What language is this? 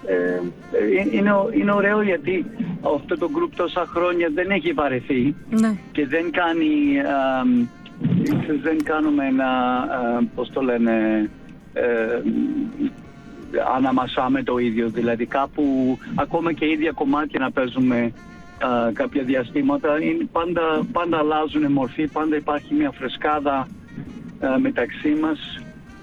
Greek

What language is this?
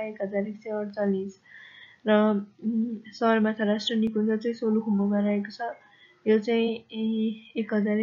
Nepali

